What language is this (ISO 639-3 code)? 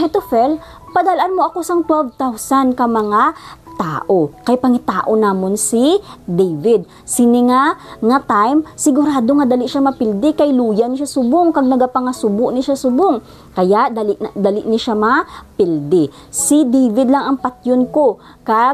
hil